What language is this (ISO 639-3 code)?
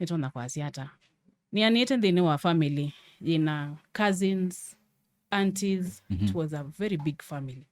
kam